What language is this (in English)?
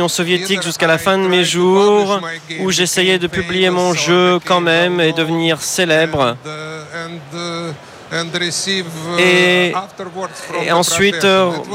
French